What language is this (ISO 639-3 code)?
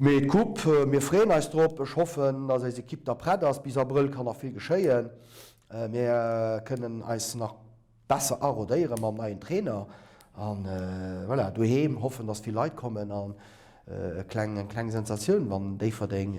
ltz